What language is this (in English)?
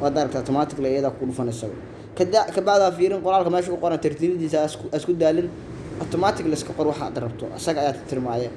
Somali